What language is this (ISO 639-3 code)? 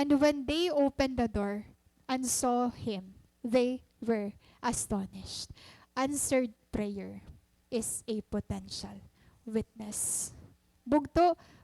war